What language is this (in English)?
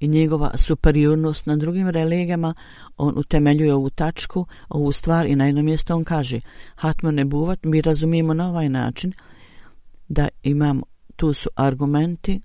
Bosnian